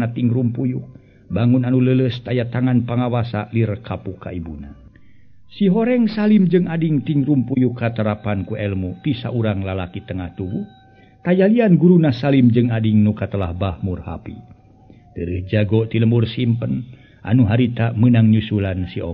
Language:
Sundanese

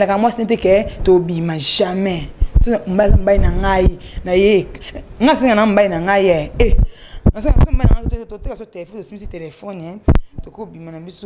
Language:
Lingala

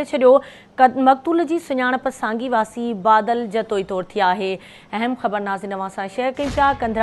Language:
Sindhi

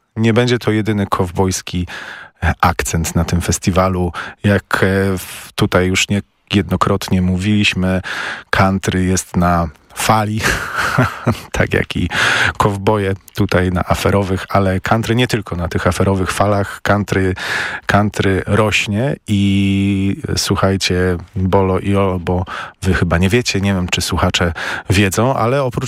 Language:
Polish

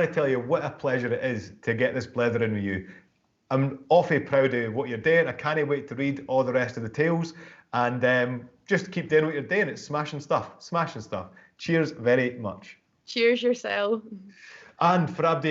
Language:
Scots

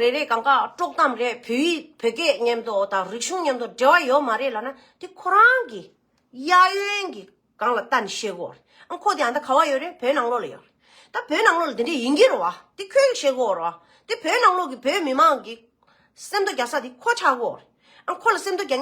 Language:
Tibetan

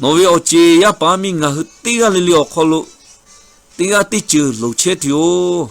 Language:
Lahu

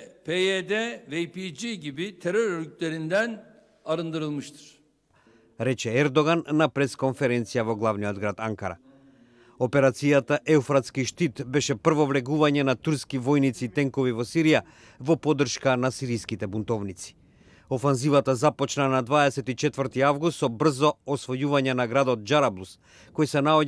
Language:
Macedonian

